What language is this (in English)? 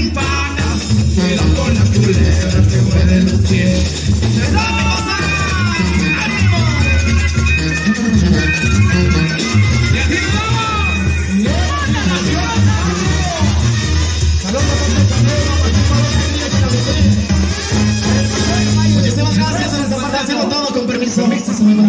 Spanish